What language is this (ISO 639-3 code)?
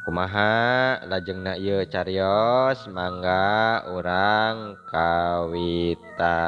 sun